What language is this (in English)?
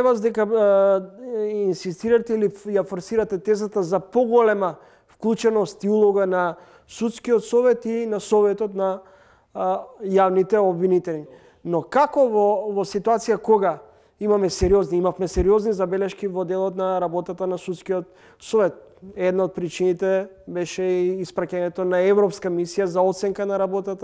Macedonian